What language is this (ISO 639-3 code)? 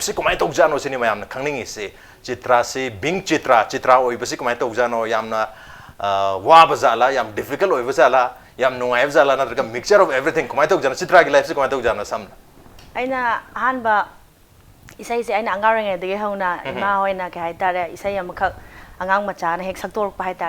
mni